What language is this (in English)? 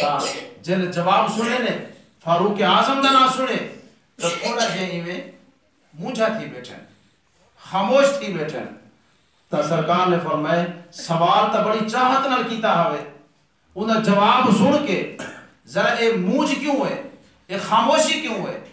Saraiki